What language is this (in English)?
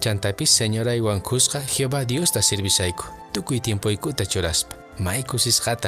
Quechua